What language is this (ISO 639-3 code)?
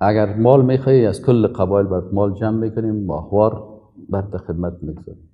fas